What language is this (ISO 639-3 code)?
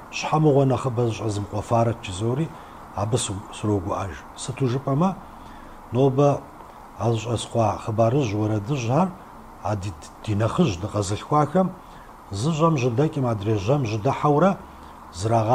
kbd